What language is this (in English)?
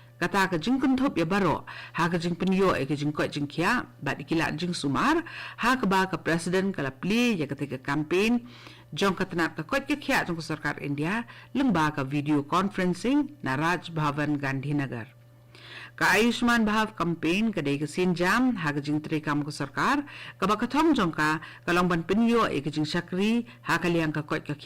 Khasi